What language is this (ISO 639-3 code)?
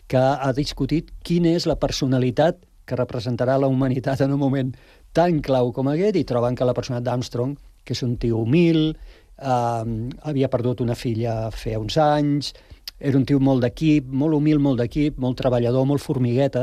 cat